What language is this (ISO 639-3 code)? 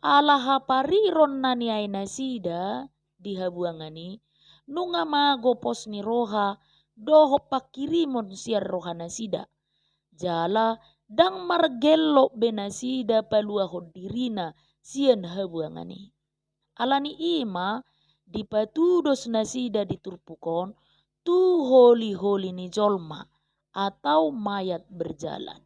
bbc